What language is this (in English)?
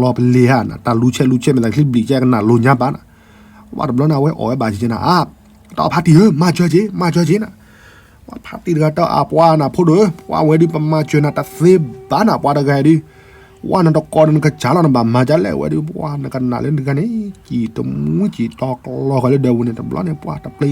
S'gaw Karen